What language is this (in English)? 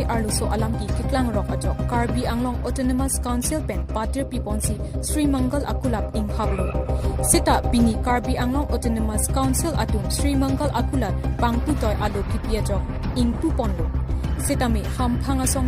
Karbi